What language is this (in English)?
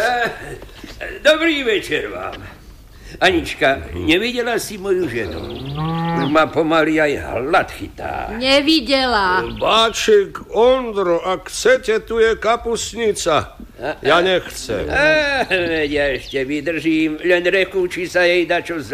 Slovak